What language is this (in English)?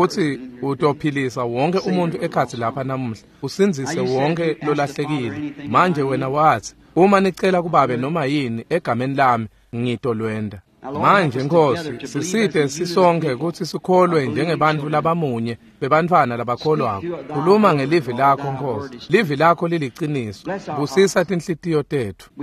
Swati